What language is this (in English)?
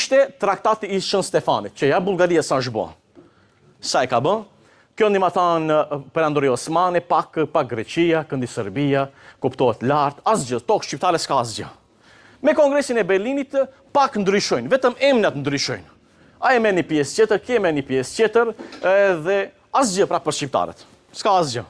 Albanian